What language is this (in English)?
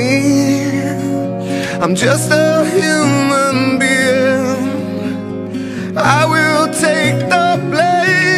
English